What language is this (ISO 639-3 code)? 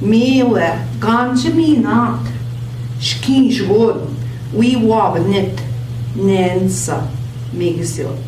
ojc